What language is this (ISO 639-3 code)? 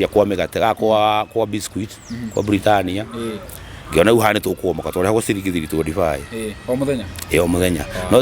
kik